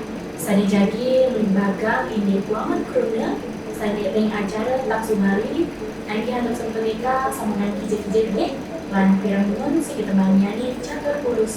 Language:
Balinese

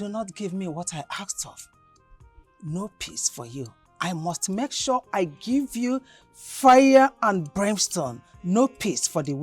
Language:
Nigerian Pidgin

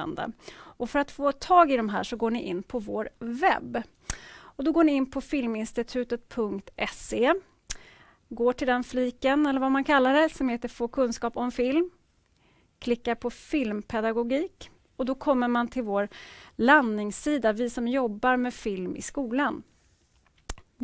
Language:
Swedish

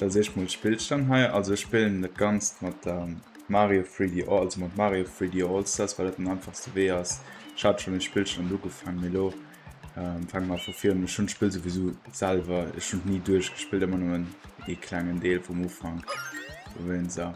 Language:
Luxembourgish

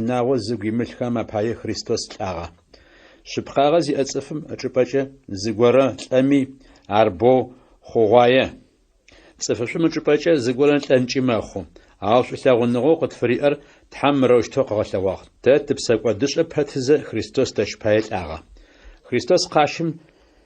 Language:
Adyghe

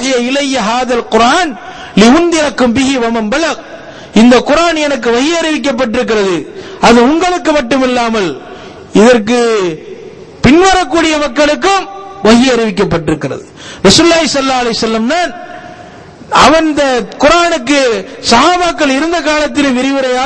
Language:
Tamil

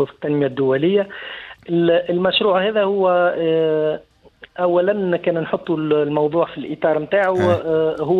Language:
Tunisian Arabic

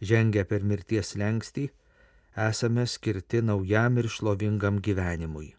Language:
Lithuanian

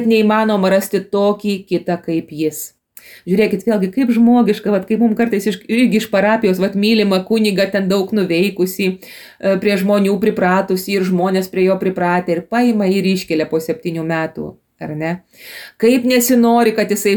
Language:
Lithuanian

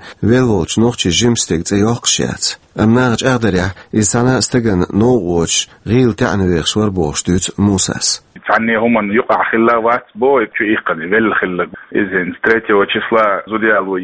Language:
Chechen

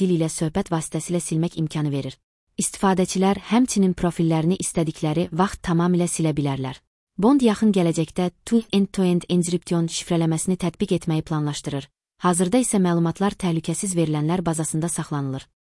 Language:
Azerbaijani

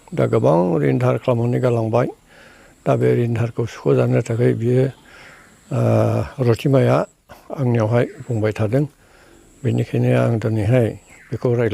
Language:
Bodo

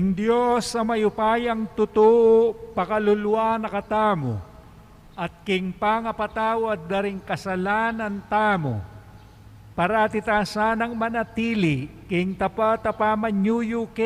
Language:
Pampanga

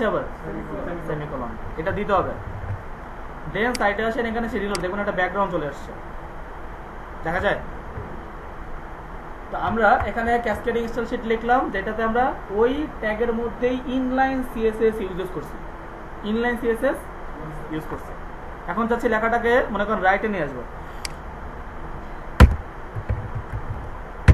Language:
Bangla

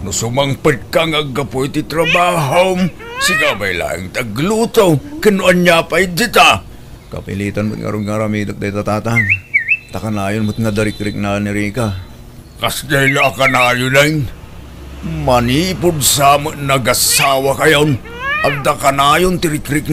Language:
Iloko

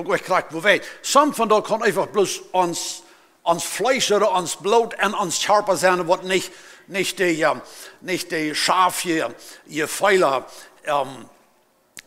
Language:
Plautdietsch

